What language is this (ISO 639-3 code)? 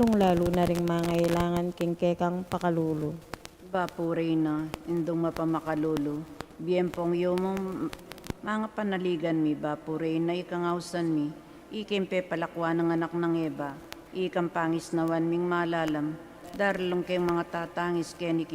pam